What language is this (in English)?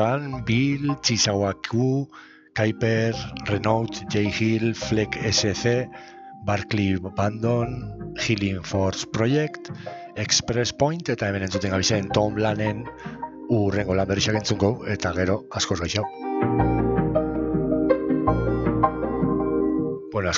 Basque